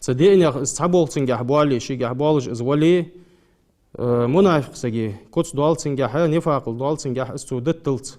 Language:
Ingush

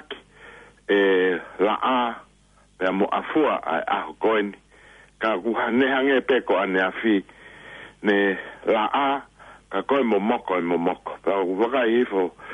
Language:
Tongan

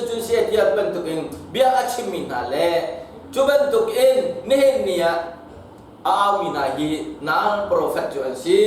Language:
Hakha Chin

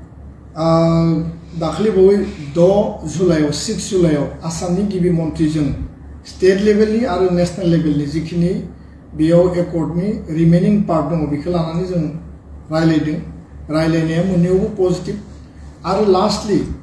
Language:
Bodo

